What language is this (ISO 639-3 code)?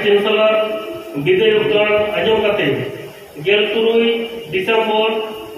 sat